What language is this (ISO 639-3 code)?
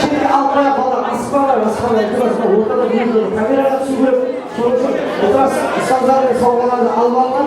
kaa